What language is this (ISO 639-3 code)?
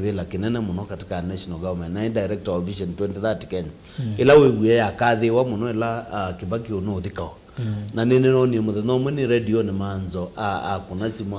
kam